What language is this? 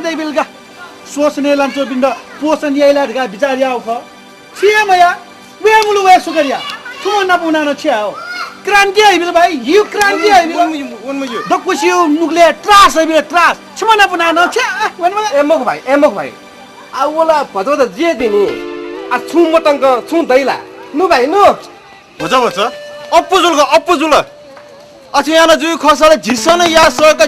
Newari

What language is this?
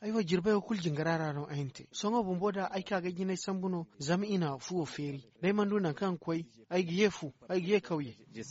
Zarma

